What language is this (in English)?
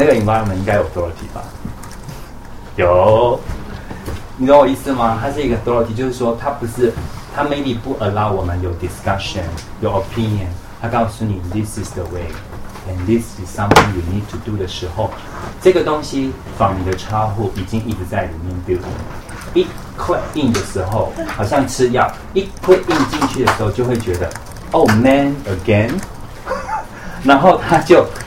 Chinese